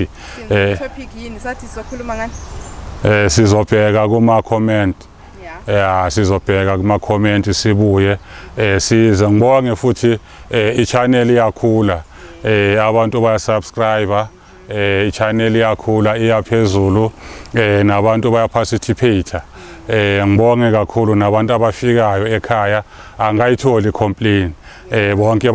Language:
Zulu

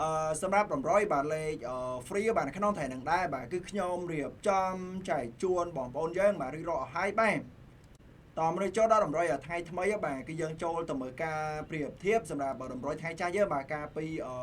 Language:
Khmer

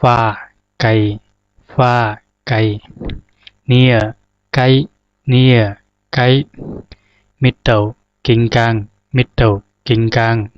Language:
Zhuang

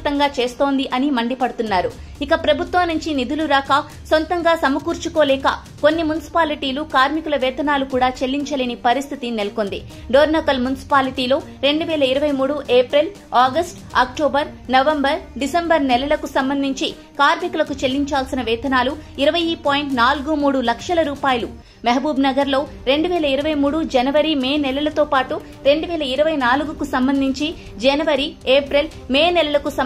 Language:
Telugu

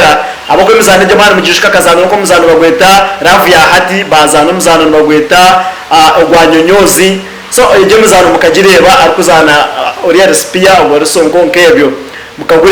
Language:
Nyankole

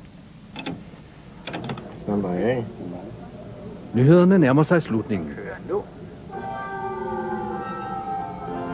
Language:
Danish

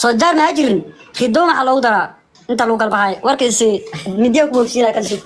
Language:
Somali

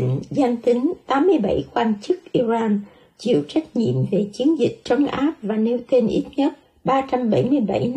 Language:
Vietnamese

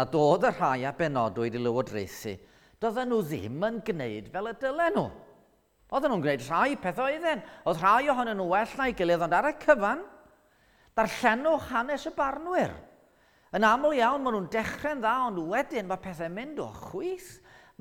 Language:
Welsh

